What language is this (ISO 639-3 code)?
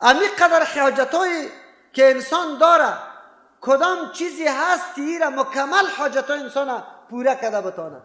fas